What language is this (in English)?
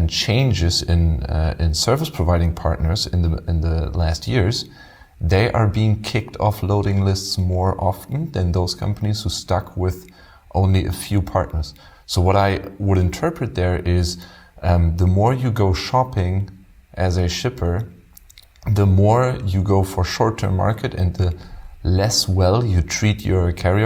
English